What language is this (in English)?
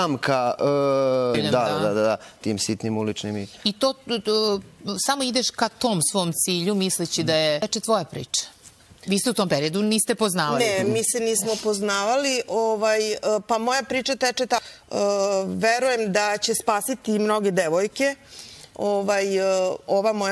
Serbian